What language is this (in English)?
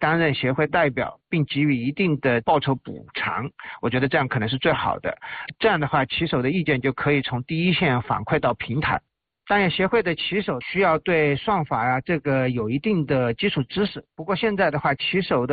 Chinese